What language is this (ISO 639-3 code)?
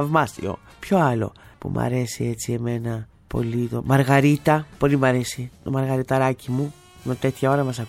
ell